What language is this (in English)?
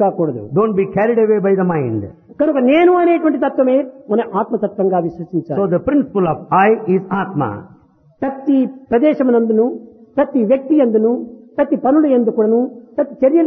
Telugu